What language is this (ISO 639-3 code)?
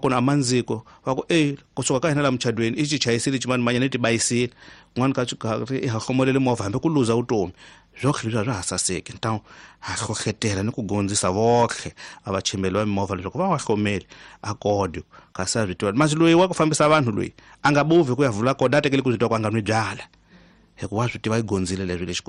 tso